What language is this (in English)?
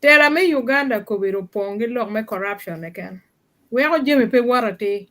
Acoli